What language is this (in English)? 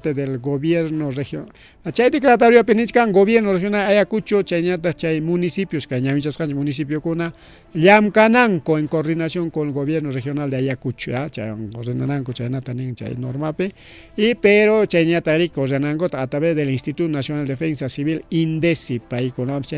Ayacucho Quechua